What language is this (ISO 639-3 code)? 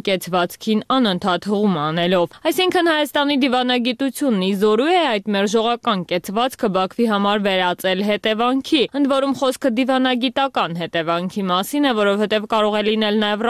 hye